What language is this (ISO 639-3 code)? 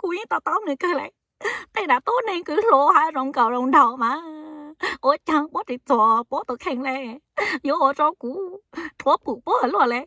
hmn